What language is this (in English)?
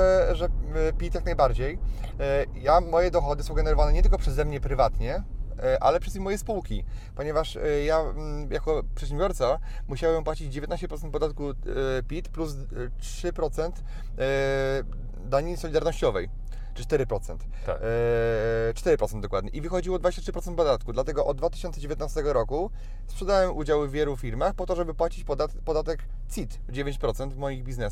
Polish